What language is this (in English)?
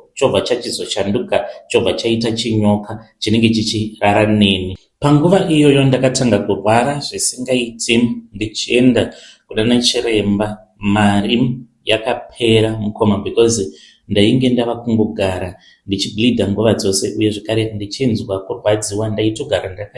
Shona